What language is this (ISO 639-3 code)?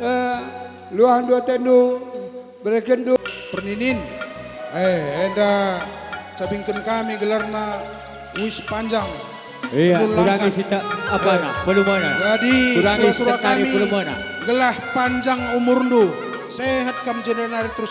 btx